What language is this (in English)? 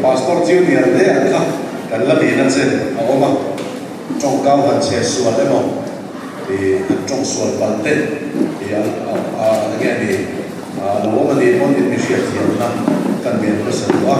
Mizo